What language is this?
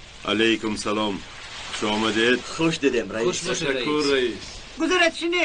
Tajik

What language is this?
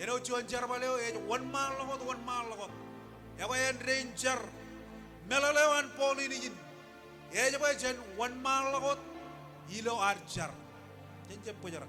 Marshallese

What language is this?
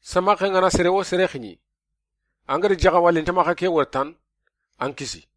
Soninke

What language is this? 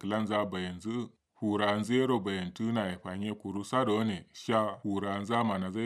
Kanuri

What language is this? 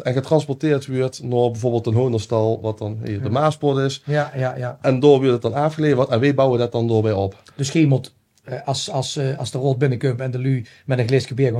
Limburgish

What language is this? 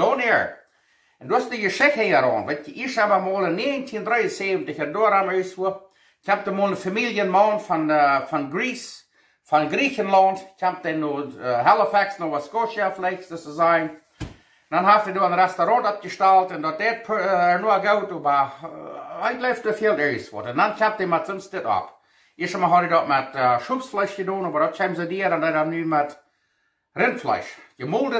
Plautdietsch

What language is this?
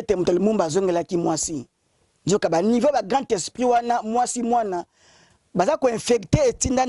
Lingala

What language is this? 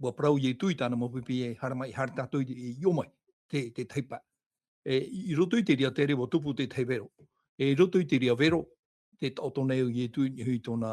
Tahitian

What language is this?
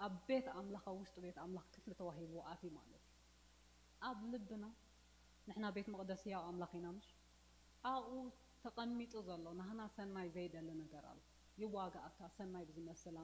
Tigrinya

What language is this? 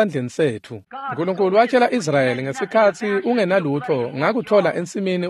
Swati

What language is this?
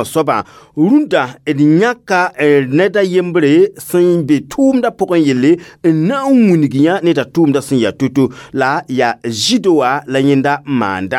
Mossi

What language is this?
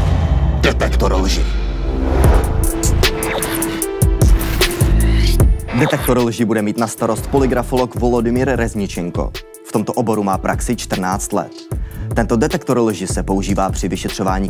Czech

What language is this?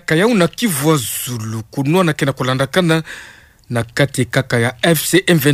Kituba (Democratic Republic of Congo)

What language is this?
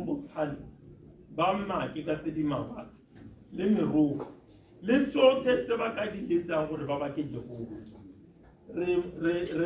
Tswana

